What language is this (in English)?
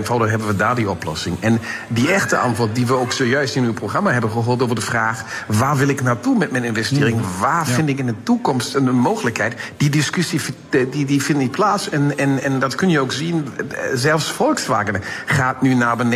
Dutch